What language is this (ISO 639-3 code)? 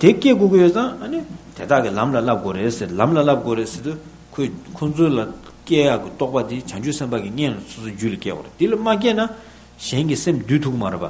bod